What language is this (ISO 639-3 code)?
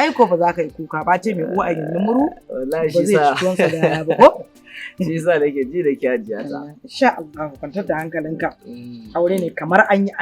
hau